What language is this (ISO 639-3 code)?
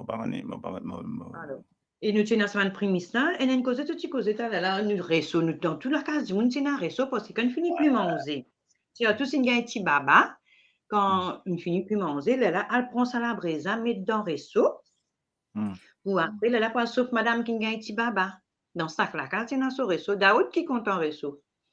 mfe